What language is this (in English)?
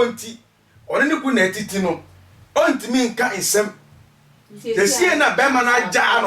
Akan